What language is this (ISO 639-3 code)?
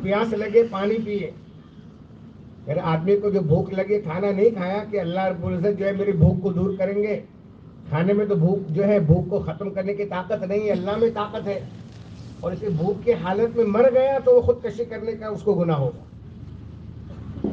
urd